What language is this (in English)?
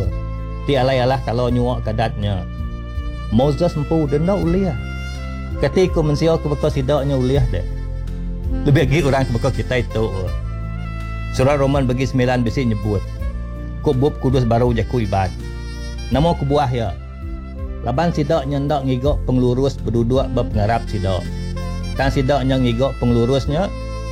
Iban